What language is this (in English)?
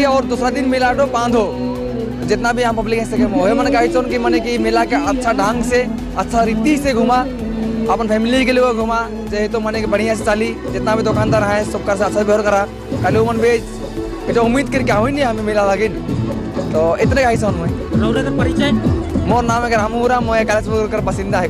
Sadri